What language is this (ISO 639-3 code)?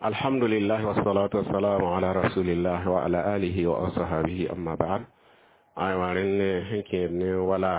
mos